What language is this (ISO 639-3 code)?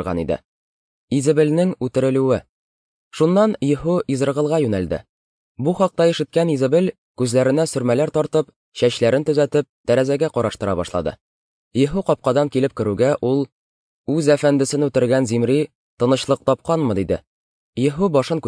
tat